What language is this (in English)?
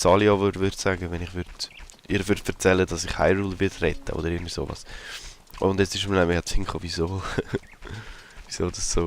Swiss German